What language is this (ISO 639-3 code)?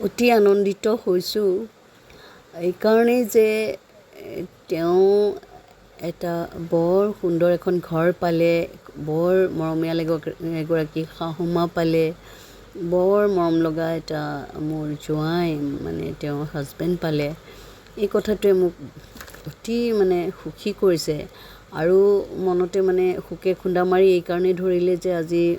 asm